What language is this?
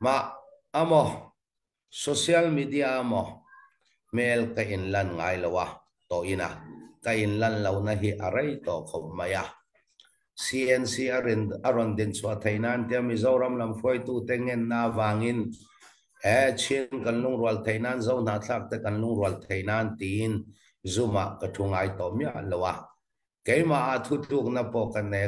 Falam Chin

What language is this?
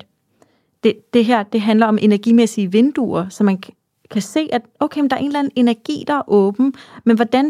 Danish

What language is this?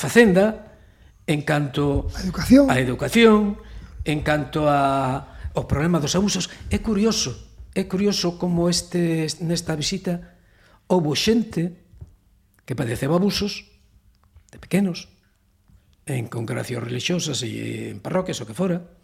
Galician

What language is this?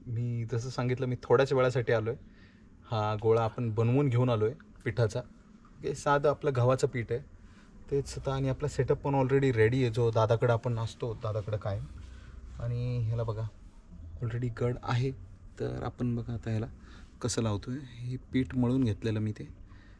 Marathi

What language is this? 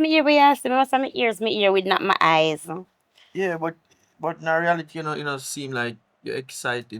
Jamaican Creole English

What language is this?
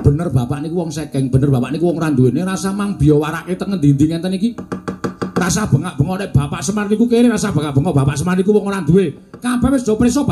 Javanese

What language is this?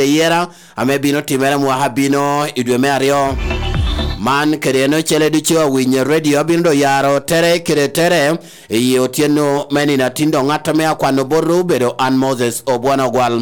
Lango (Uganda)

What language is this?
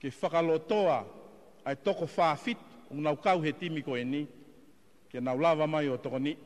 Tongan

